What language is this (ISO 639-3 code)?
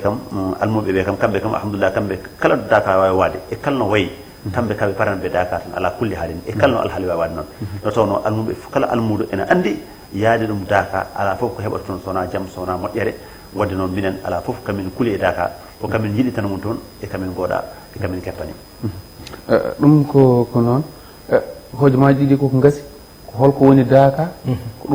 ful